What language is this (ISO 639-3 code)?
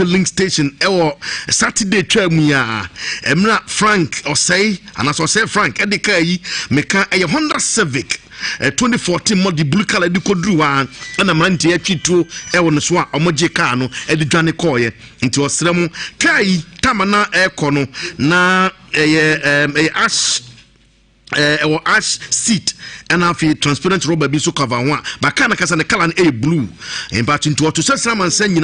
aka